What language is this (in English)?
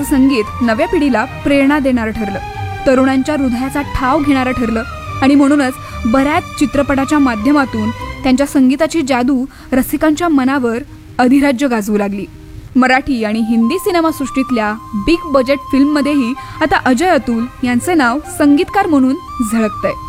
Marathi